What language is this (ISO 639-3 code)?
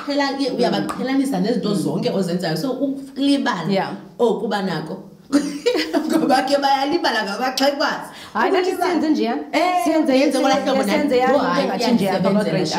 xho